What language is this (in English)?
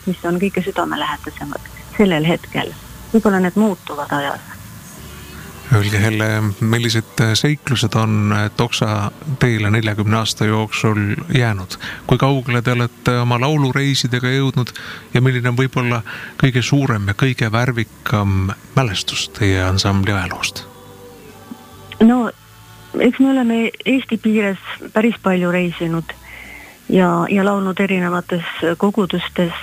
Estonian